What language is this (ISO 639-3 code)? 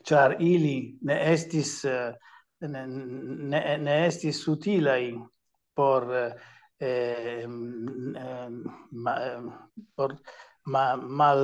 epo